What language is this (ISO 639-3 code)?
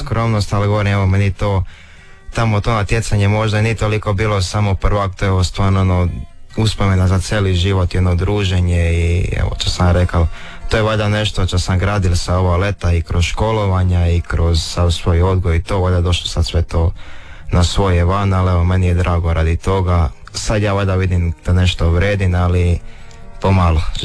hrv